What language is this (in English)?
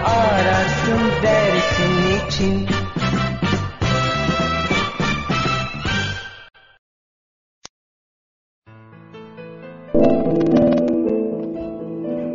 Turkish